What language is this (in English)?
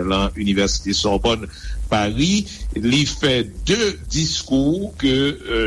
Haitian Creole